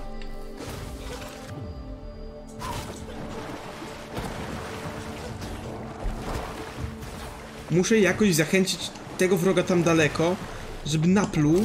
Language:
Polish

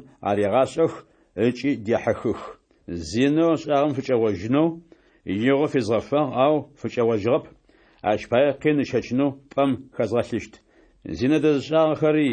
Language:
Adyghe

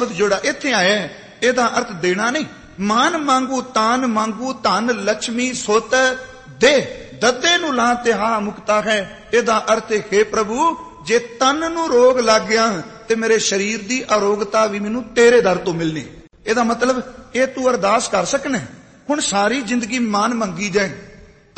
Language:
Punjabi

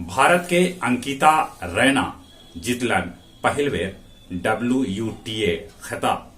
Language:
Magahi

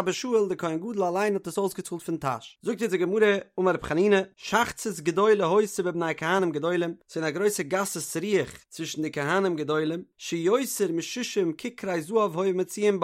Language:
Yiddish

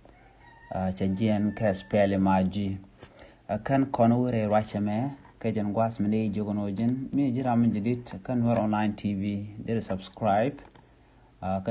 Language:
Nuer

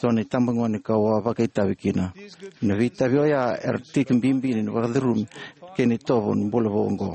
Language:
Fijian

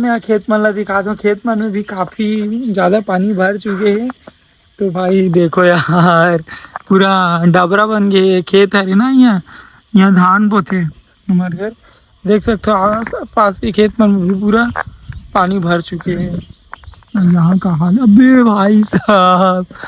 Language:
Chhattisgarhi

